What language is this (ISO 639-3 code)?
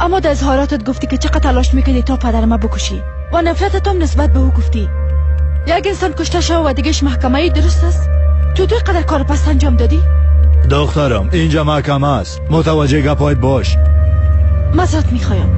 fas